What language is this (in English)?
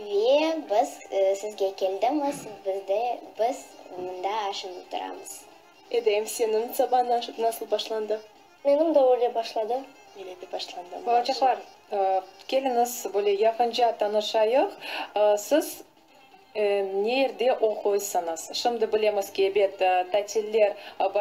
Crimean Tatar